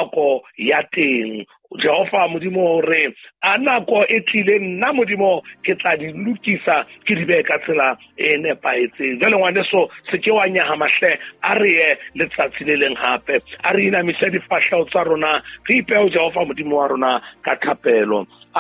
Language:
Southern Sotho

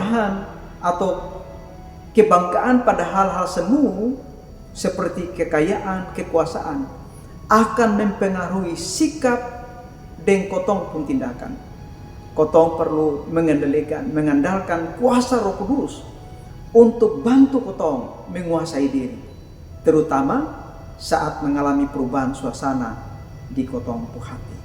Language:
Kupang Malay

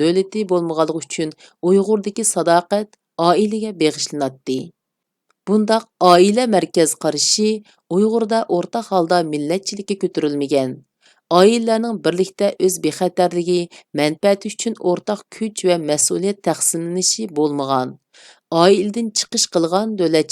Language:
Uyghur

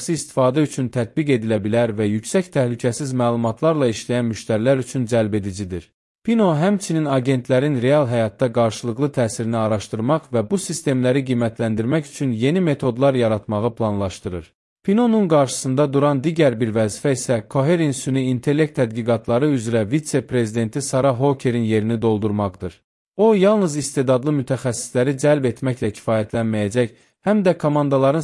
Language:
Azerbaijani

